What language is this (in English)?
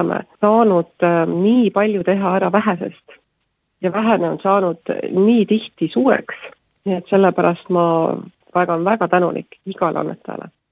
Estonian